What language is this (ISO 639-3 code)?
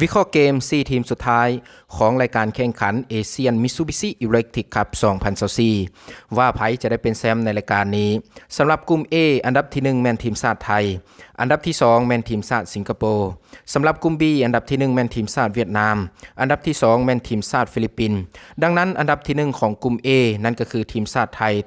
lao